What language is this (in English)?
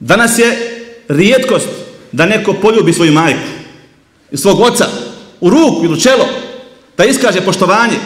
Bosnian